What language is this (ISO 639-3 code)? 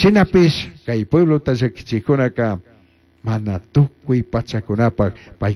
qug